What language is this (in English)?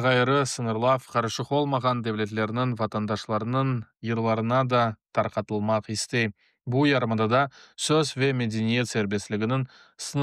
Crimean Tatar